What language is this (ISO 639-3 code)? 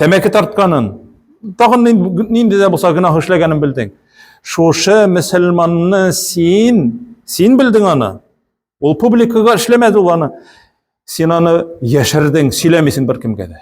tat